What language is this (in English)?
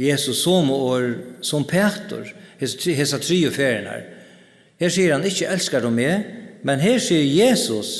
Faroese